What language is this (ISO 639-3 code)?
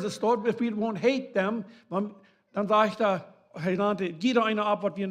pdt